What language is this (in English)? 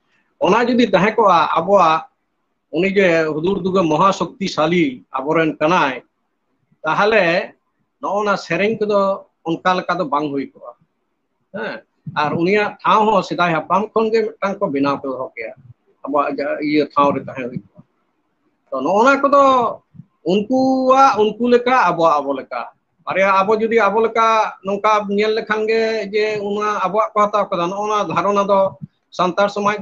Santali